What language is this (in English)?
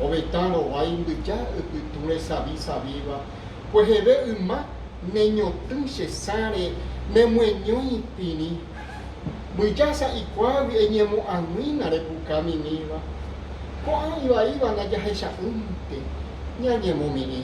Guarani